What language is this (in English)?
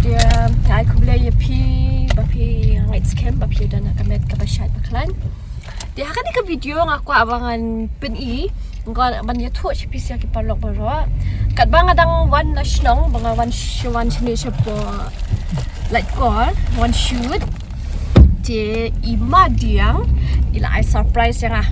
Khasi